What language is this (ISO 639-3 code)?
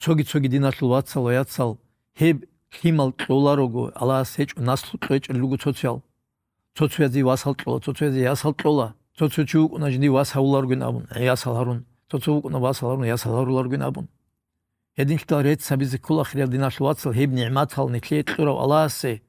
ava